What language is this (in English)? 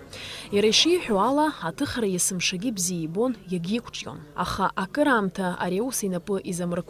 Abkhazian